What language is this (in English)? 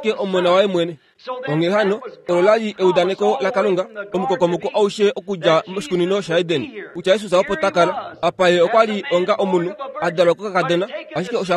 Kuanyama